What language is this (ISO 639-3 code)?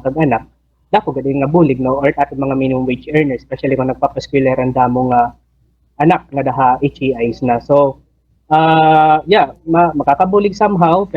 war